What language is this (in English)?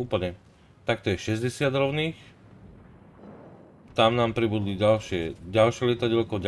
Slovak